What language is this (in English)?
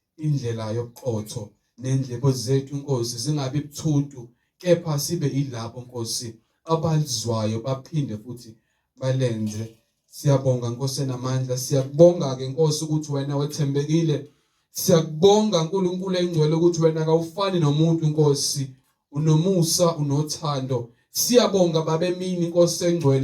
Zulu